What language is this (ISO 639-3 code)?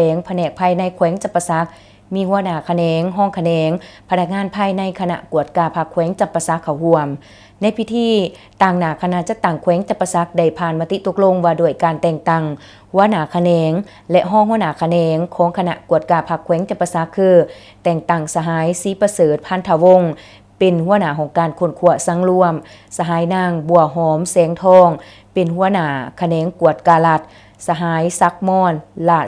lao